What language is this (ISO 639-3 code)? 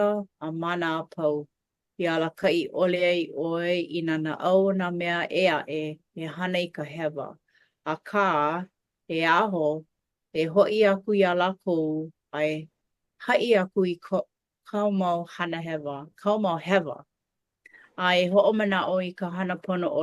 haw